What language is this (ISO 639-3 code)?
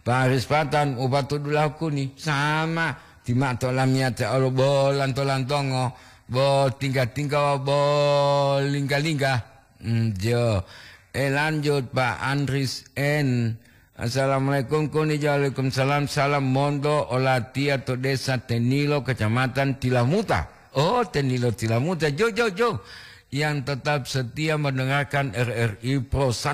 gor